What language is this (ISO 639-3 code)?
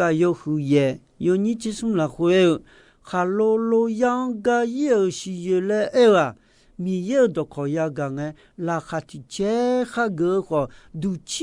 ahk